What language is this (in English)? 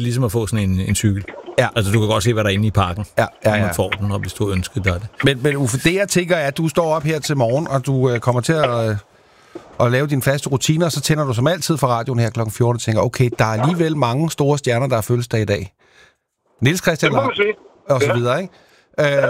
Danish